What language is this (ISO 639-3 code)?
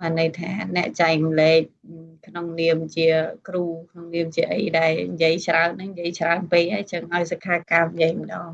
khm